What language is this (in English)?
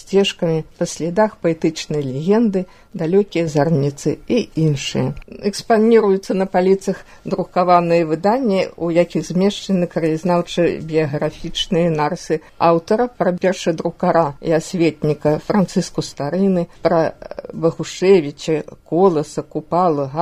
Belarusian